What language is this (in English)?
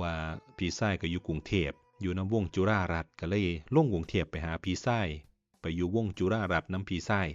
Northeastern Thai